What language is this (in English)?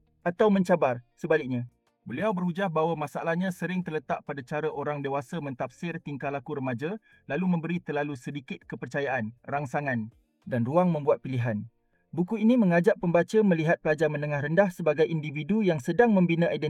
Malay